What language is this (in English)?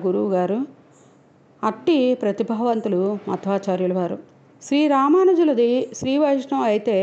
Telugu